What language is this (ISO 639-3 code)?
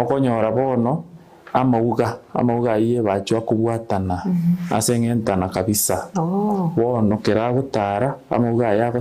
guz